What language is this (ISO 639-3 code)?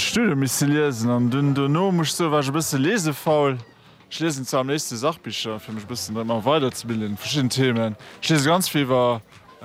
ltz